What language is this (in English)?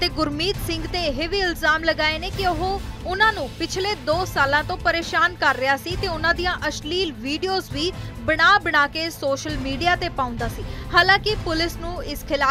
Punjabi